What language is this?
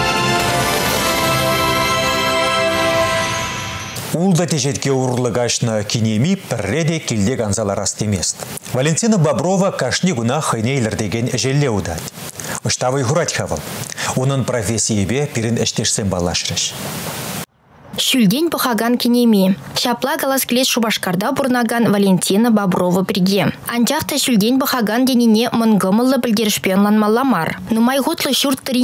Chuvash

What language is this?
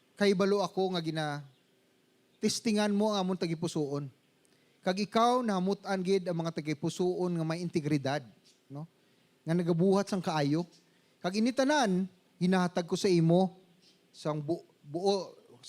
Hiligaynon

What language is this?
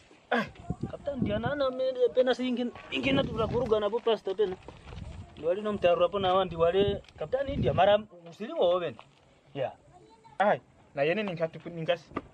Kwangali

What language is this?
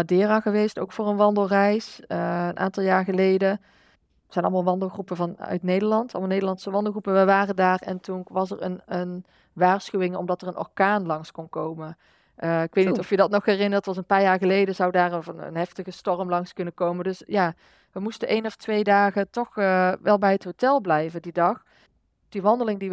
Dutch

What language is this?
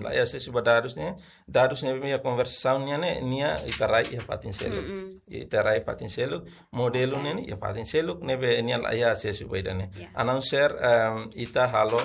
Tetum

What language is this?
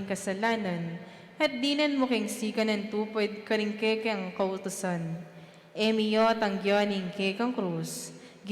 Pampanga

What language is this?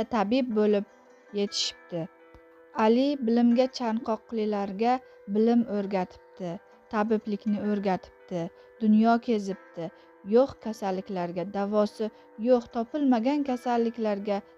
Uzbek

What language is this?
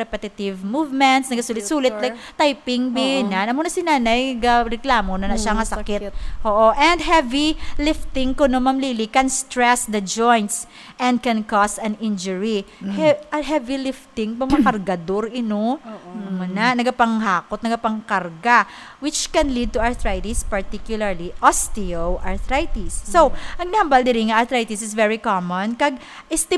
Hiligaynon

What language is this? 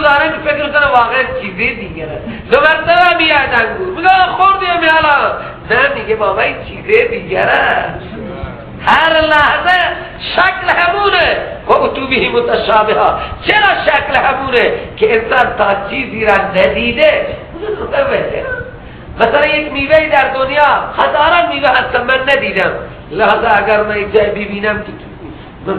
Persian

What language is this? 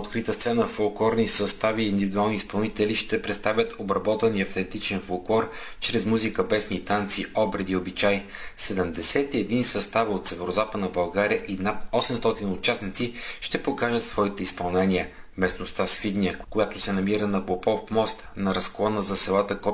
Bulgarian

